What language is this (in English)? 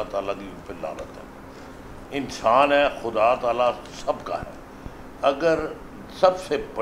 Urdu